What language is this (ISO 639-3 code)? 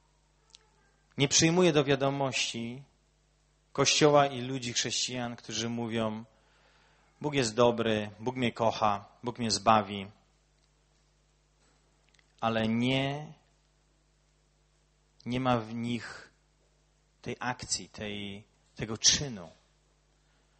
pol